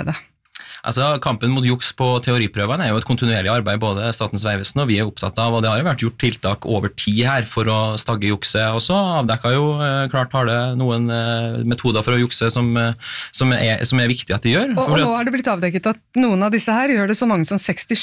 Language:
Norwegian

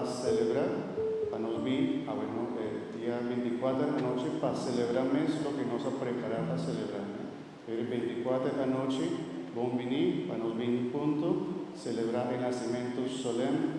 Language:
Papiamento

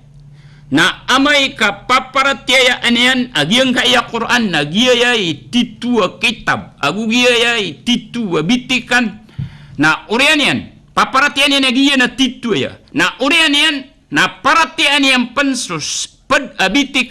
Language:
Maranao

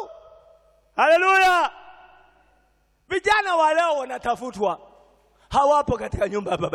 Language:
Swahili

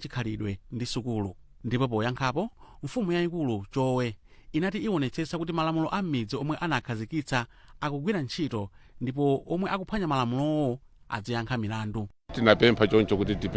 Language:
Nyanja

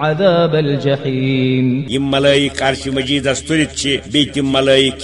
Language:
Kashmiri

